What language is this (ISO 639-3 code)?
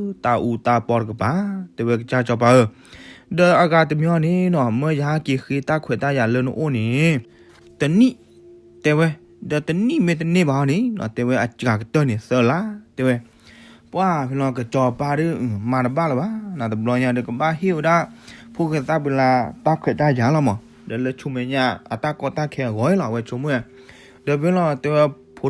ksw